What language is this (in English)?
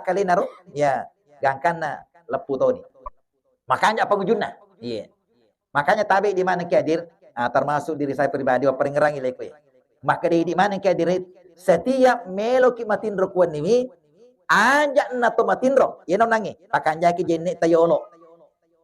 Buginese